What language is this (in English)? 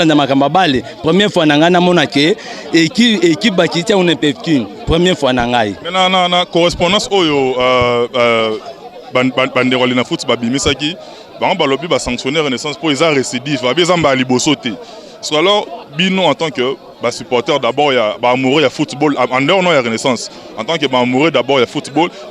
Lingala